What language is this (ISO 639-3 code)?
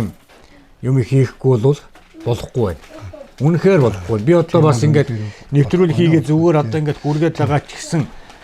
mon